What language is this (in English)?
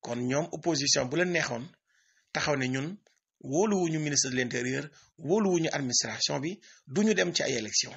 Wolof